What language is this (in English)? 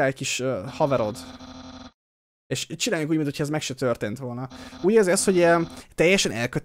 Hungarian